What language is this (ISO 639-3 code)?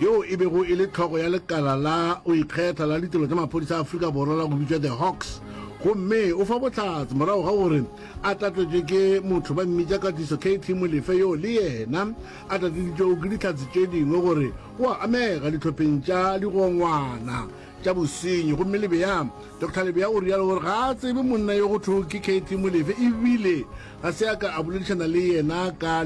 nso